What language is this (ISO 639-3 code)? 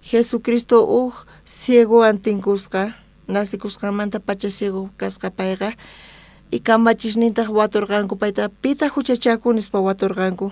quh